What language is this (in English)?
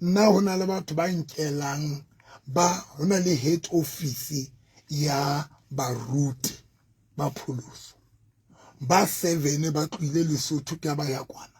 Southern Sotho